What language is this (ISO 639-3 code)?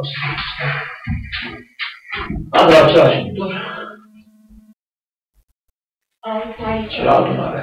ron